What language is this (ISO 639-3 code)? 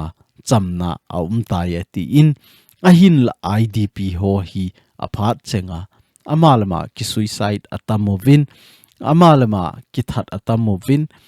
tcz